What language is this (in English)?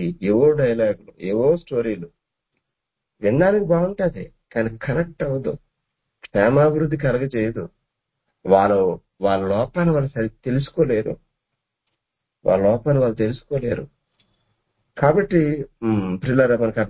Telugu